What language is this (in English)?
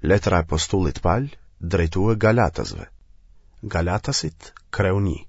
Albanian